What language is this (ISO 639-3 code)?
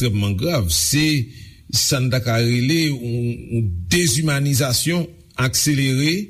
hat